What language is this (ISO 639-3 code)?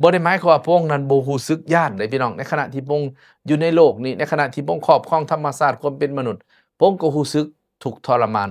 lao